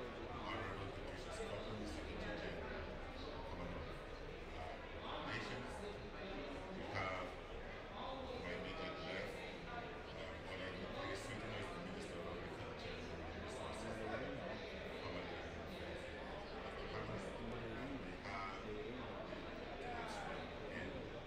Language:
English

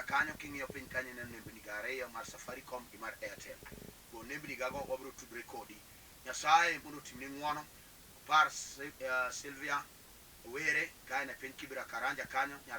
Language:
Luo (Kenya and Tanzania)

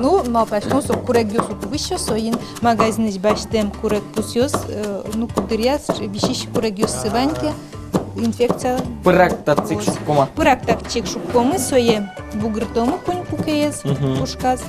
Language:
Udmurt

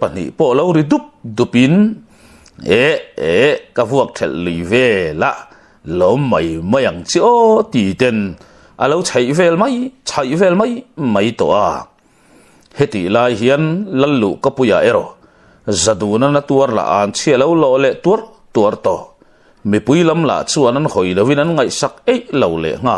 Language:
Mizo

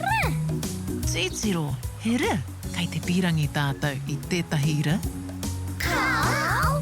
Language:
Māori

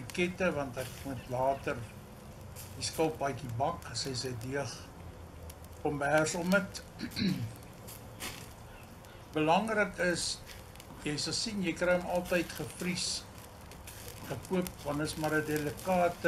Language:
Afrikaans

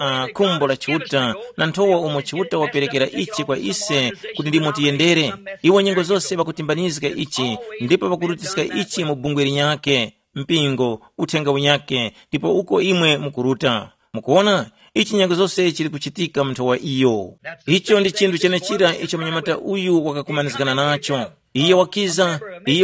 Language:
Tumbuka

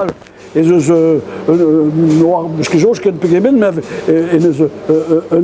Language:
Breton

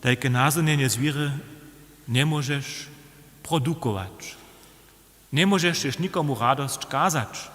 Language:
Upper Sorbian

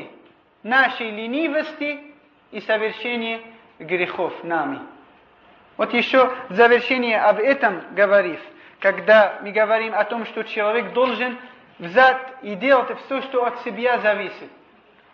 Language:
Russian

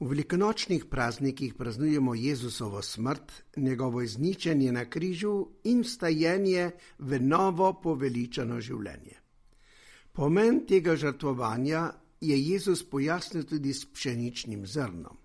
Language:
Slovenian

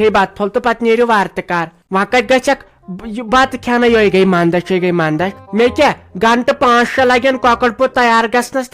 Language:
Kashmiri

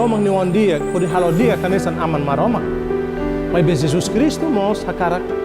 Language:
Tetum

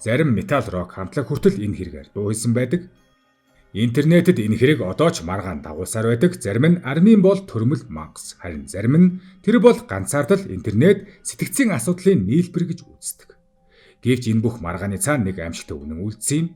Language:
Mongolian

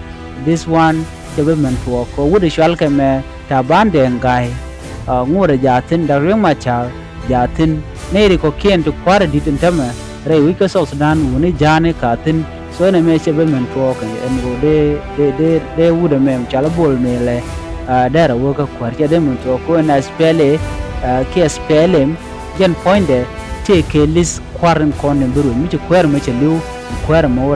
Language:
Nuer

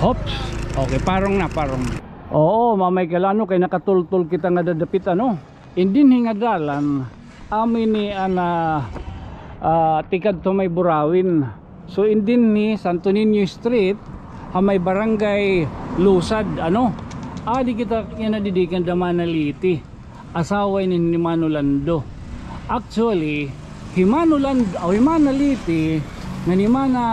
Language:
Waray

